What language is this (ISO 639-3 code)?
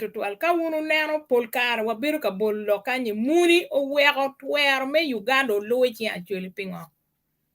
ach